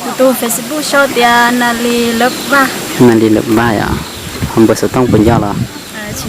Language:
Hmong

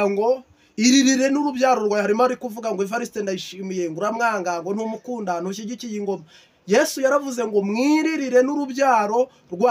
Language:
Kinyarwanda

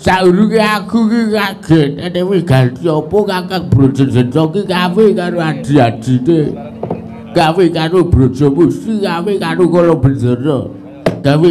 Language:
Javanese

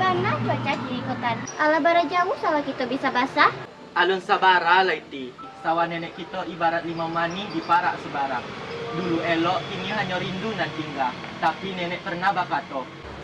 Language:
Minangkabau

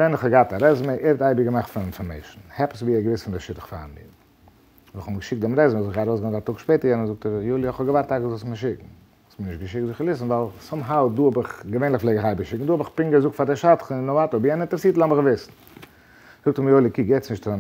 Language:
Yiddish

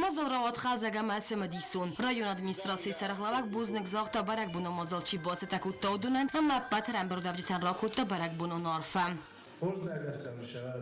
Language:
Ossetic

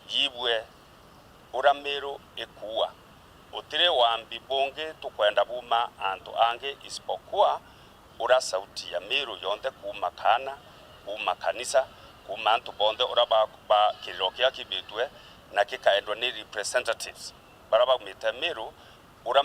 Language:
Meru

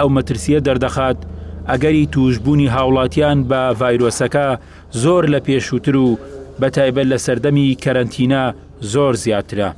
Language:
Central Kurdish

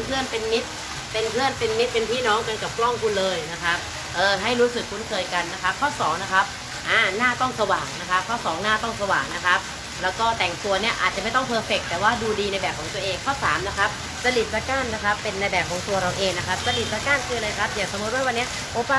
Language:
Thai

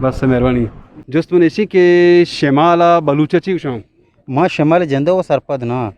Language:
Eastern Balochi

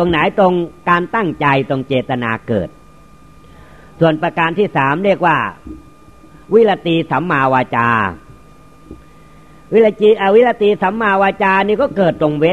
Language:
Thai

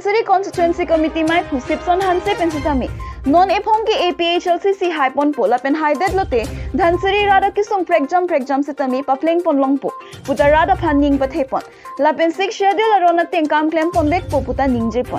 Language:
Karbi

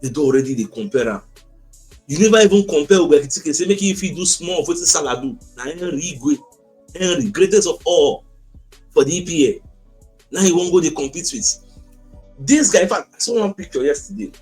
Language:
Nigerian Pidgin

